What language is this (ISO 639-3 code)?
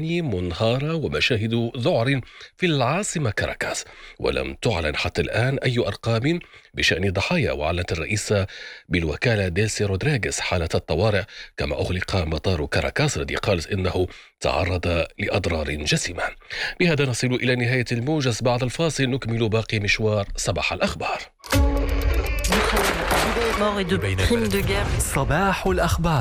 ara